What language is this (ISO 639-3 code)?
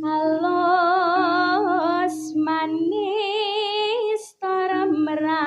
jav